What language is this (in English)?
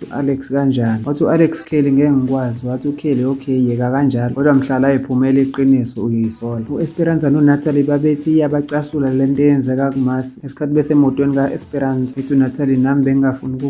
Zulu